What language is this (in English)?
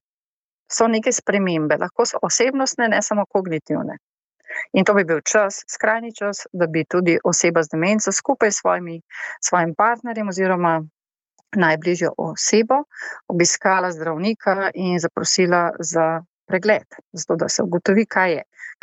Slovenian